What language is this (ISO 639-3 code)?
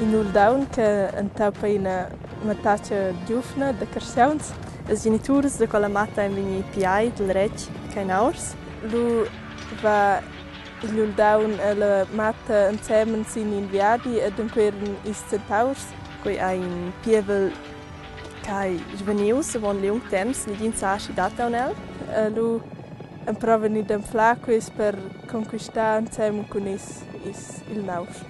roh